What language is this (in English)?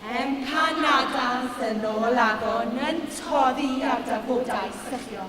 Welsh